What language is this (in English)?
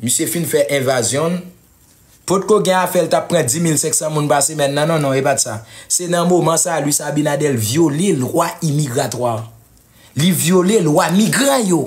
Haitian Creole